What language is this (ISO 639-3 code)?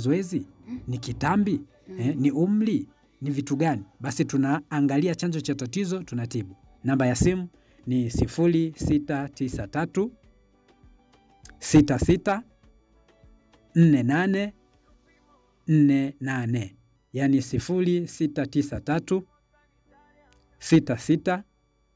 swa